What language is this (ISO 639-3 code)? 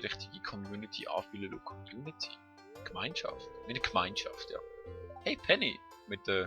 gsw